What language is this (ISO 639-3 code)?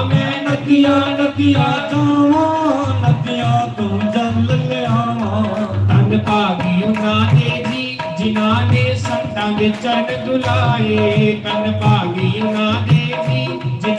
doi